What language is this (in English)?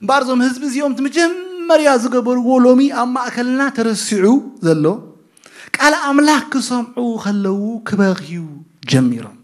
Tigrinya